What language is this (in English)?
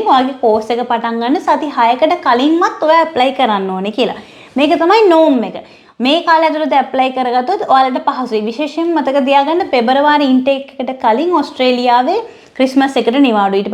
Sinhala